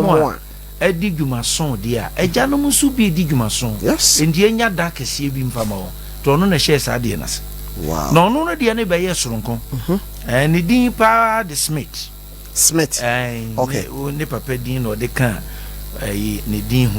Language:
Akan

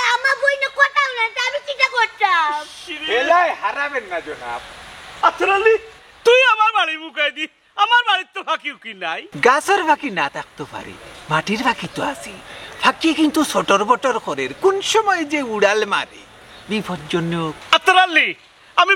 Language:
Sylheti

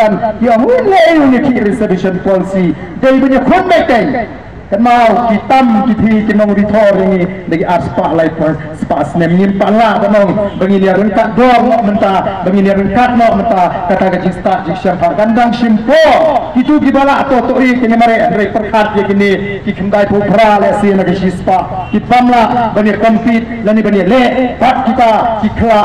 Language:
Khasi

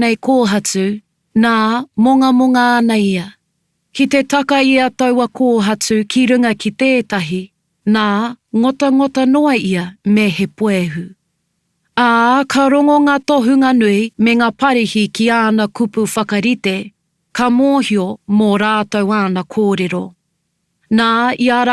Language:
Māori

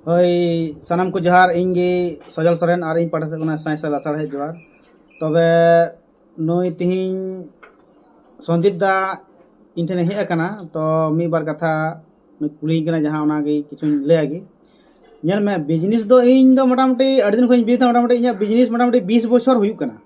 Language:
Santali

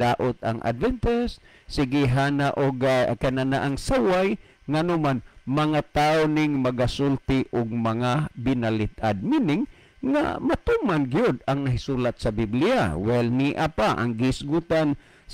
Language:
Cebuano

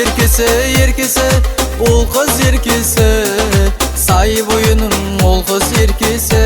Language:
Kara-Kalpak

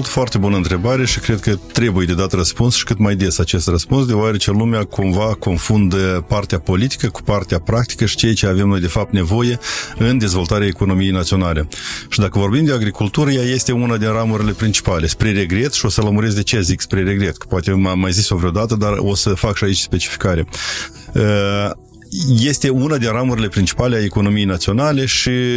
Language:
Romanian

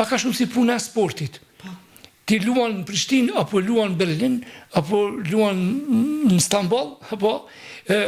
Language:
Albanian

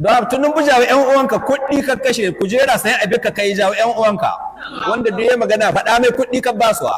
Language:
Hausa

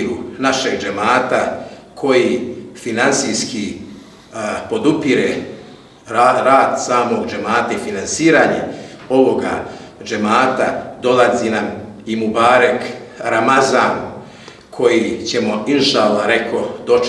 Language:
Bosnian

